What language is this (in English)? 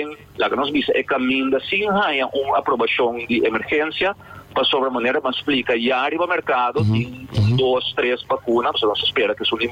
Papiamento